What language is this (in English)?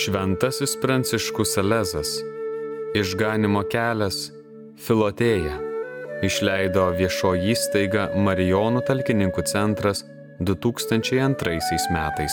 Lithuanian